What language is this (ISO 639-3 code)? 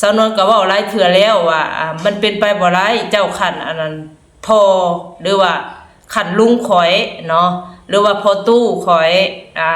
lao